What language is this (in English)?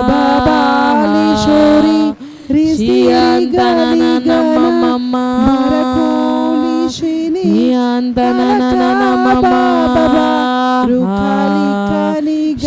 Tem